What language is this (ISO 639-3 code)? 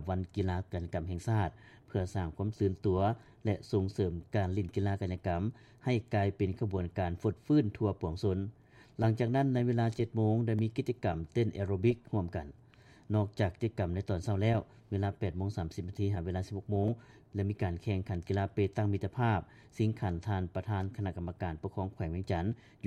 lao